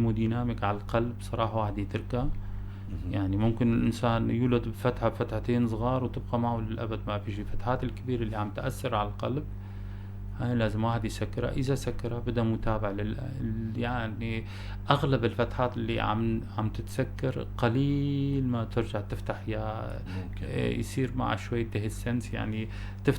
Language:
North Levantine Arabic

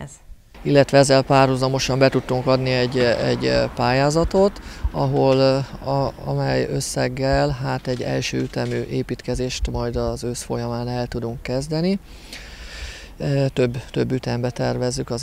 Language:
Hungarian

